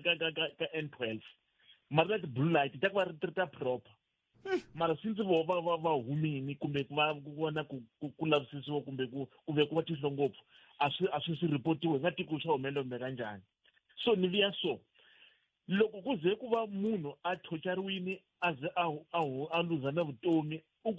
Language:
Tsonga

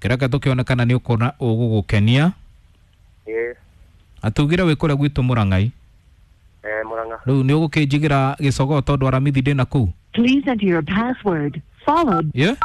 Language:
Kikuyu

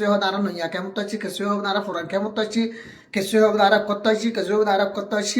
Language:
Rohingya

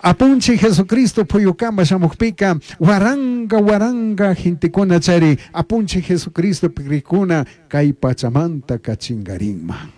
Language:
Chimborazo Highland Quichua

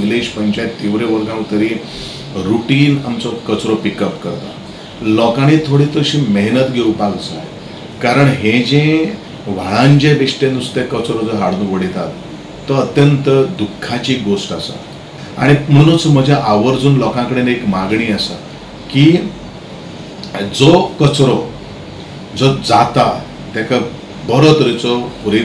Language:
Konkani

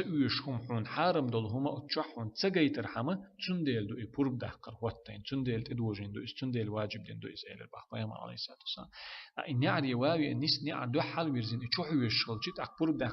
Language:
Chechen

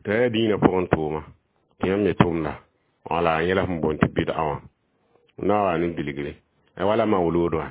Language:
Mossi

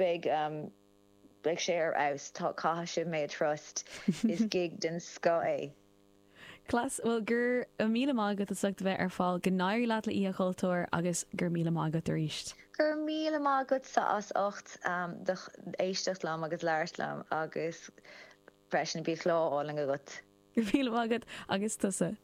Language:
Irish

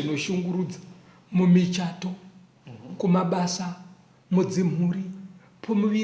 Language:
Shona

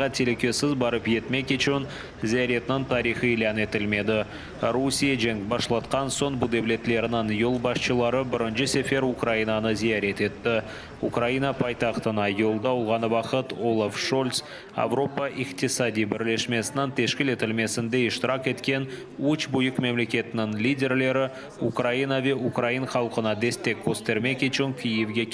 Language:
Crimean Tatar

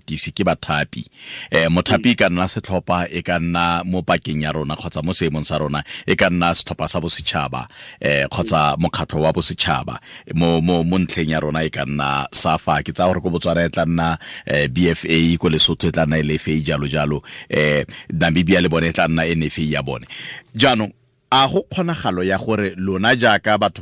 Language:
Tswana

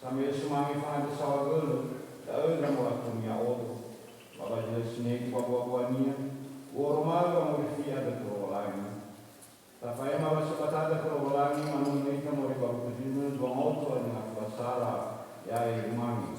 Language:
Nias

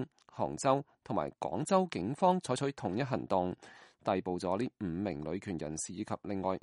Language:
Cantonese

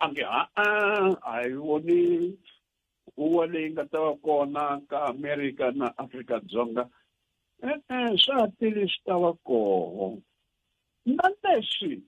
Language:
Tsonga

